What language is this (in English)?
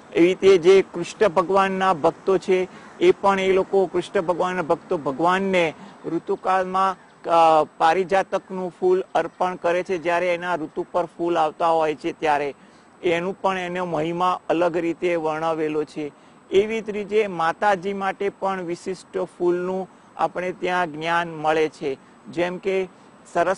Gujarati